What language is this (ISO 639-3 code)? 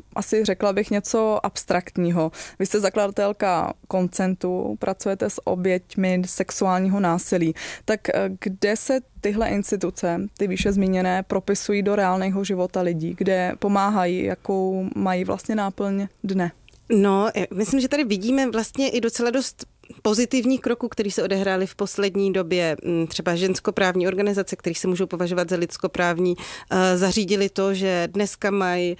ces